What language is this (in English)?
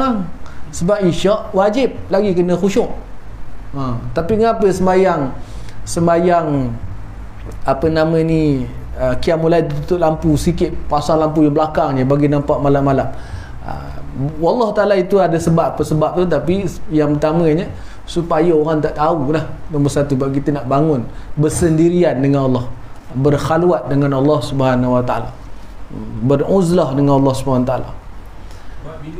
Malay